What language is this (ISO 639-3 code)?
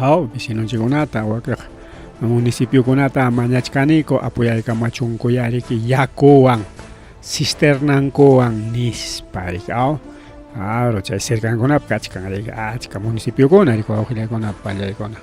quy